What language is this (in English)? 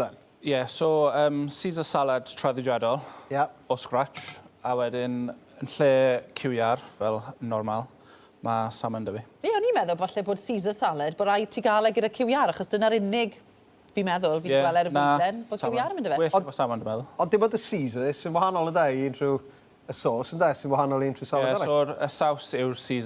Welsh